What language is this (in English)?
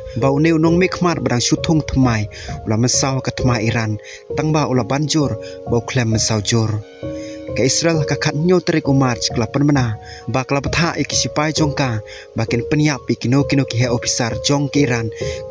Khasi